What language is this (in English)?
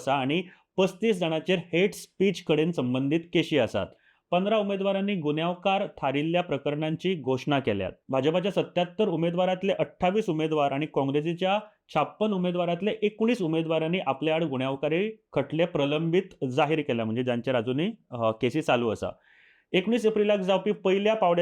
Konkani